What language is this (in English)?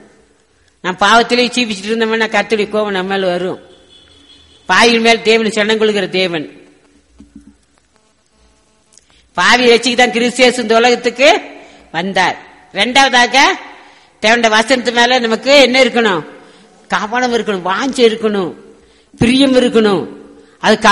Tamil